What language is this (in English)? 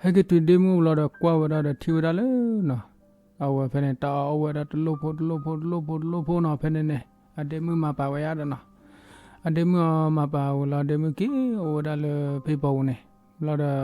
S'gaw Karen